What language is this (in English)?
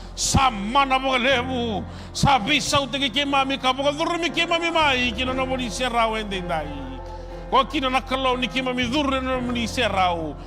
Fijian